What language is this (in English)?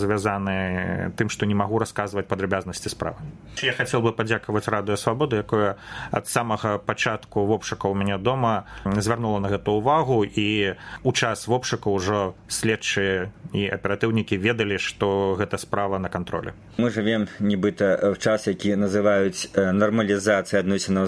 Belarusian